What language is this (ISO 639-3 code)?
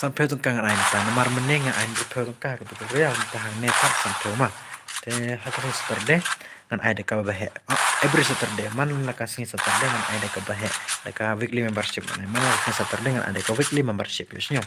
kha